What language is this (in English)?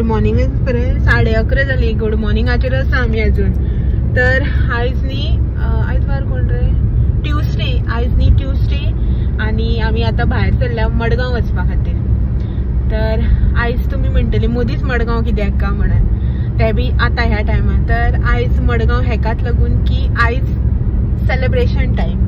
Konkani